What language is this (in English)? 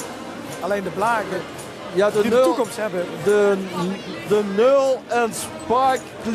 Limburgish